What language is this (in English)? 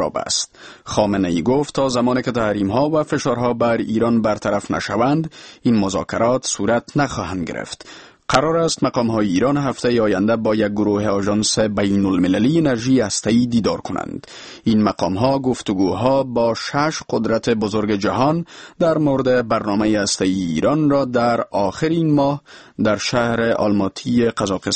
Persian